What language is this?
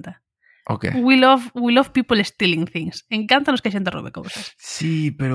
Galician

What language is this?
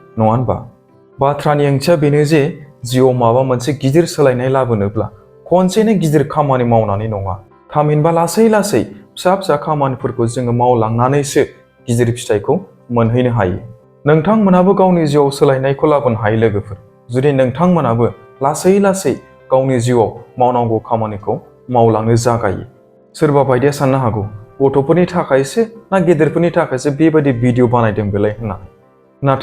Bodo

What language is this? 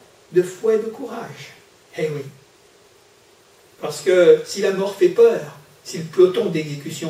French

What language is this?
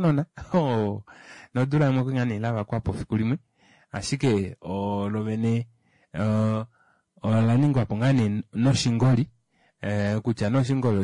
Kuanyama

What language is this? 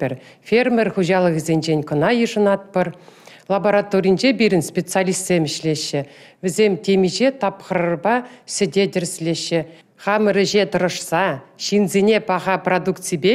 Chuvash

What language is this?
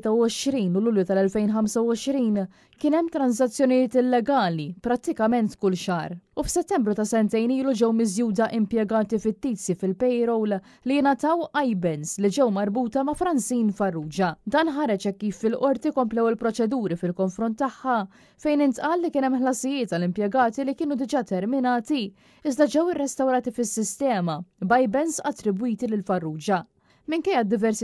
Maltese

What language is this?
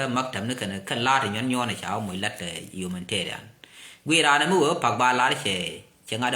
Nuer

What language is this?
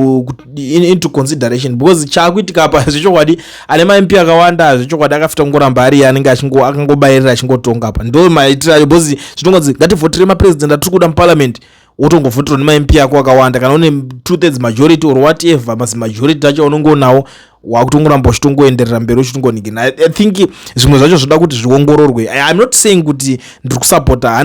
Shona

